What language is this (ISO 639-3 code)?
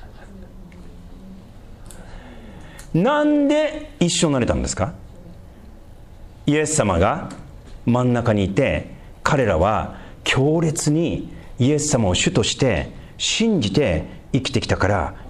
jpn